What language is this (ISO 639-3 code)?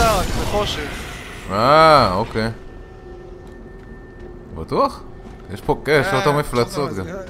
heb